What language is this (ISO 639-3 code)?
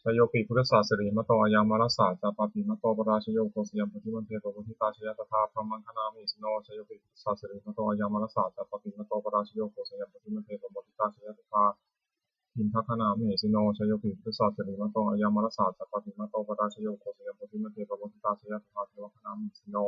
pli